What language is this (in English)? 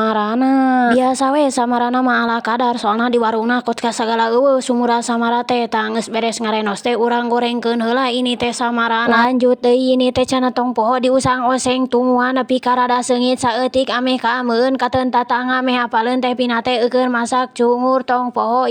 Sundanese